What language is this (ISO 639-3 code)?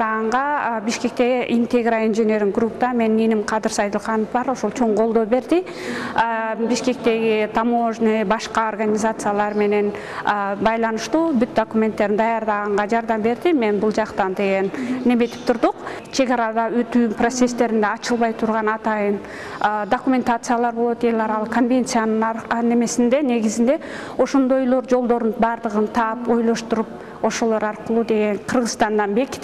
kir